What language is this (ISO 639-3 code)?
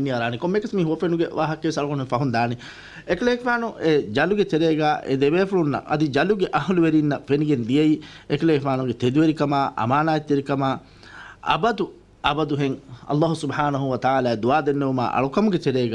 div